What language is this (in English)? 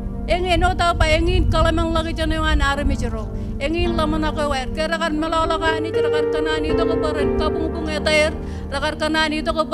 Marshallese